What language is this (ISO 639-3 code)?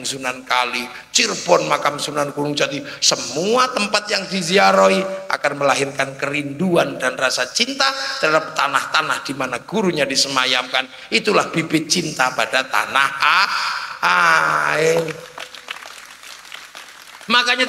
ind